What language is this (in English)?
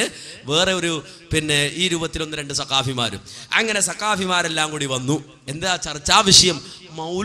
Malayalam